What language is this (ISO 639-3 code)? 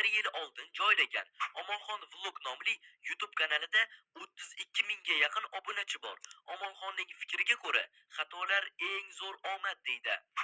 uzb